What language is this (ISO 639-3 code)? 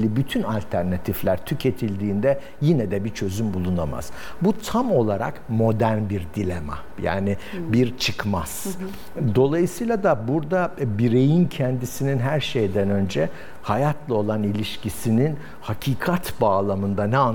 tur